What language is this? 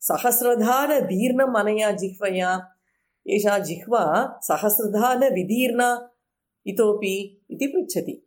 Sanskrit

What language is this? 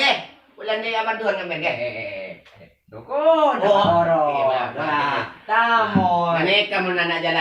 Madurese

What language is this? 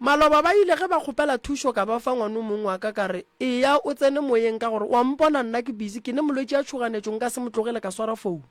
Northern Sotho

